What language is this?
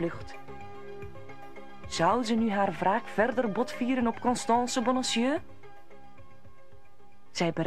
Dutch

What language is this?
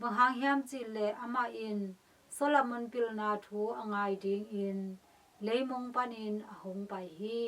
Tedim Chin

